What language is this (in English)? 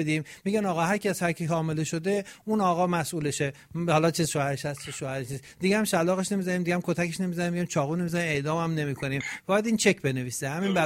Persian